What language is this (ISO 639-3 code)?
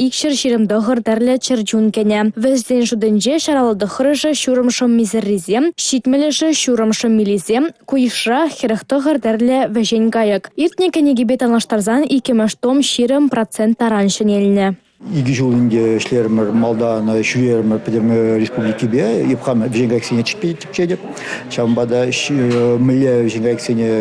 chv